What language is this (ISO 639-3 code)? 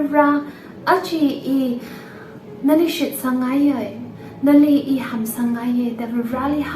nmf